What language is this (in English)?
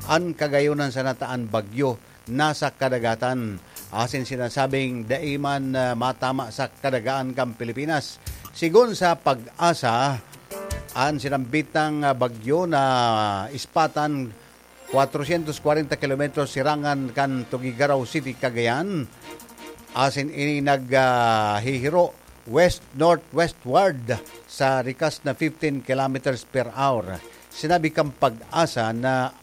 Bikol